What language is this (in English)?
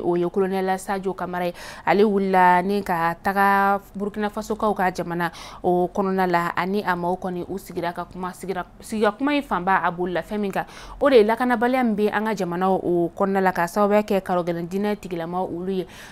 Bambara